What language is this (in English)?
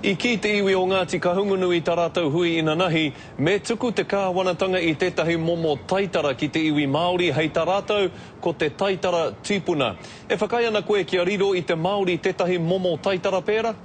Māori